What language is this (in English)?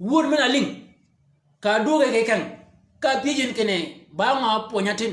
Shilluk